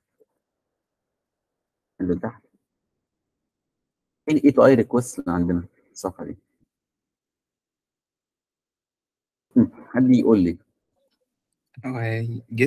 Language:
Egyptian Arabic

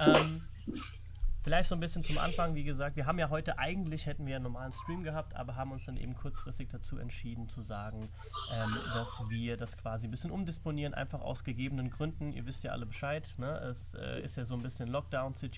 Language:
German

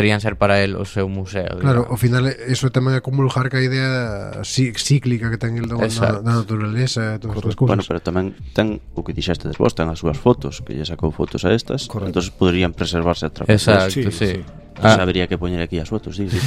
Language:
Galician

